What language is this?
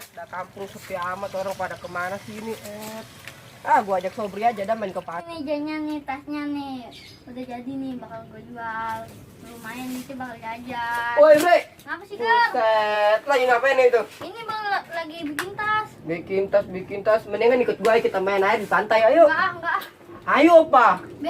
Betawi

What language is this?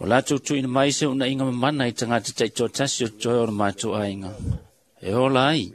Samoan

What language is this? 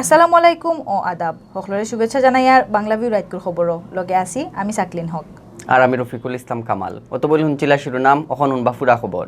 Sylheti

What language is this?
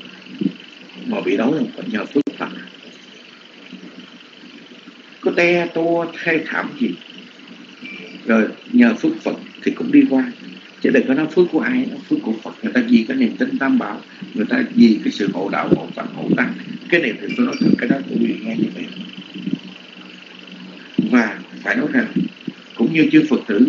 Vietnamese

